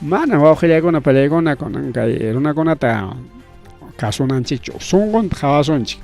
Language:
Ayacucho Quechua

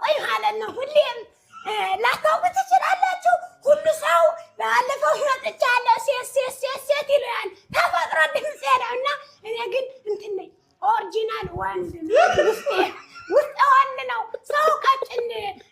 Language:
Amharic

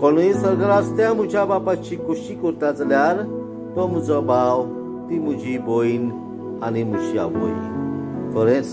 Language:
Konkani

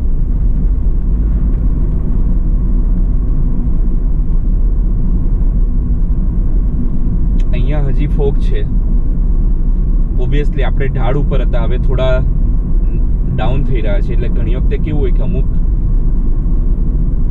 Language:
Gujarati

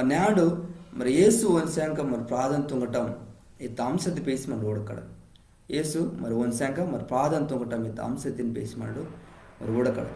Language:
Koya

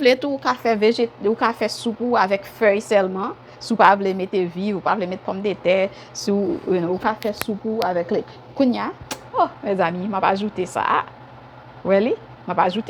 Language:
Haitian Creole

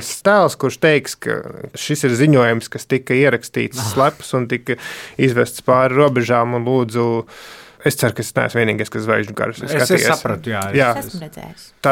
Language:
Latvian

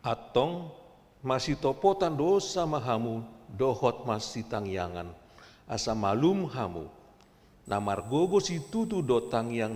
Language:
Batak Toba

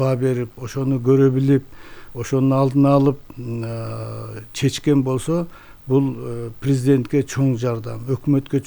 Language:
Kyrgyz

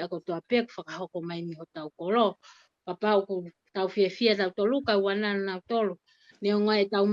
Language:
Tongan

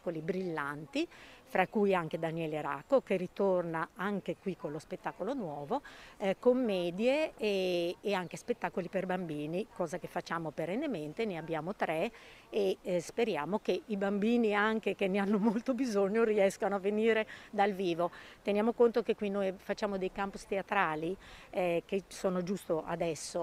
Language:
Italian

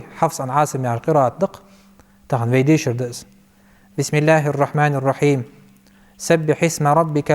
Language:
Ingush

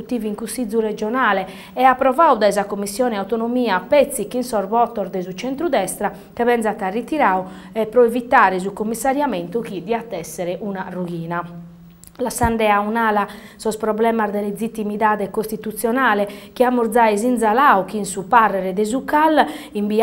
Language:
Sardinian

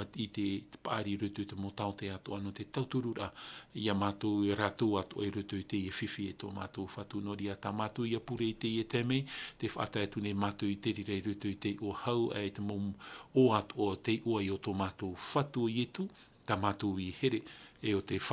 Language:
Tahitian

